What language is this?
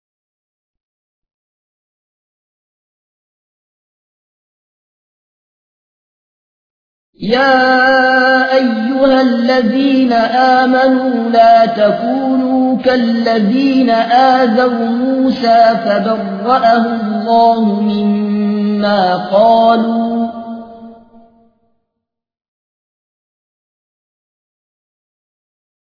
Arabic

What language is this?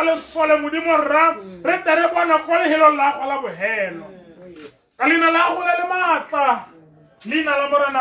Tswana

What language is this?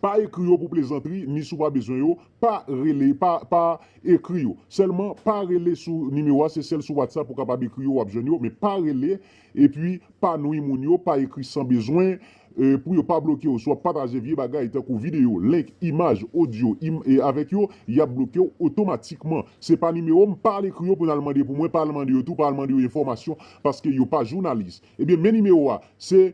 Haitian Creole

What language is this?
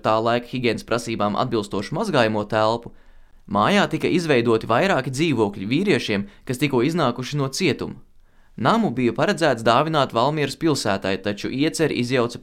Latvian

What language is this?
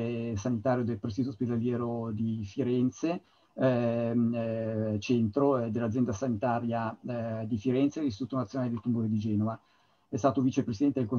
Italian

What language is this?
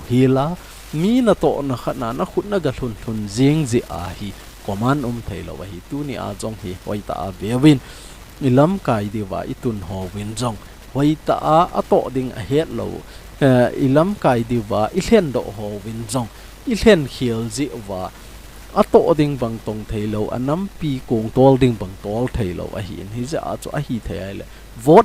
Thado Chin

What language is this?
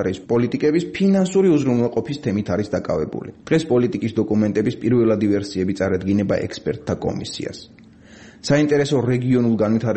Georgian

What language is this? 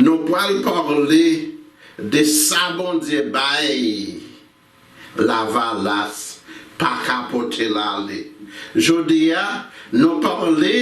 Haitian Creole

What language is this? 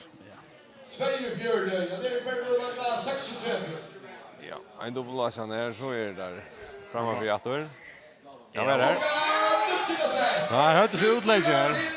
Faroese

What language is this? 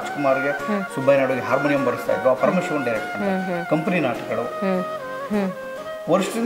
Kannada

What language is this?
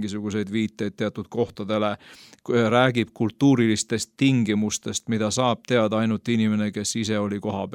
Estonian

